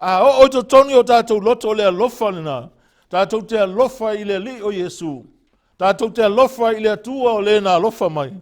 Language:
Samoan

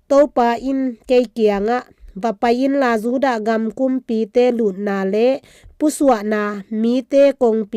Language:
Tedim Chin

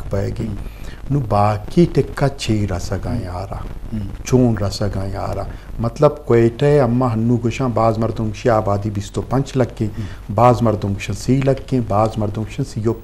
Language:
Eastern Balochi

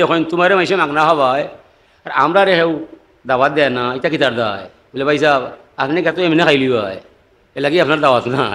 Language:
Sylheti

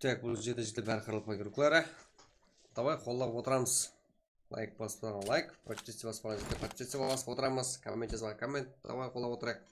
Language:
Kara-Kalpak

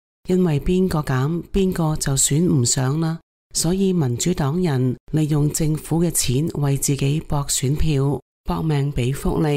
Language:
Cantonese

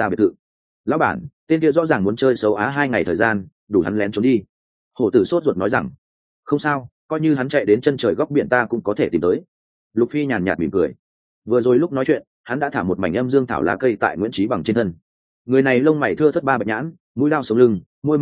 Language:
Vietnamese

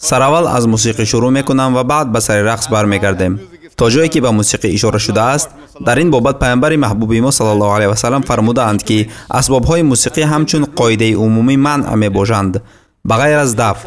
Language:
Tajik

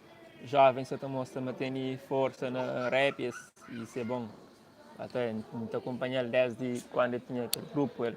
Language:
Kabuverdianu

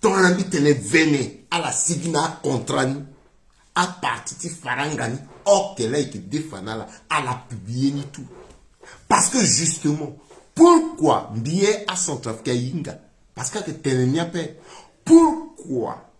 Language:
Sango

